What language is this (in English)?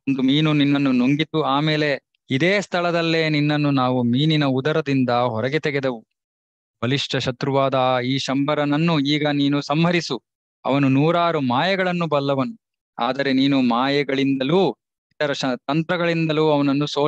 Kannada